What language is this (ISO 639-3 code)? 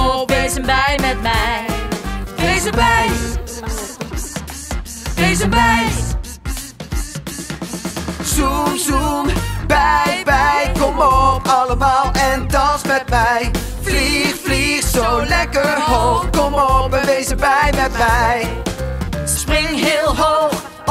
nld